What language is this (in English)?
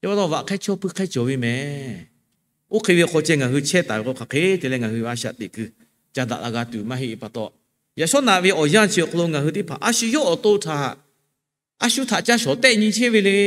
Lahu